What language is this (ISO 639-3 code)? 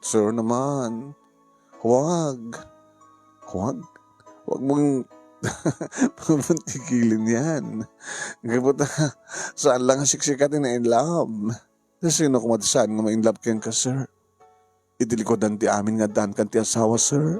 ilo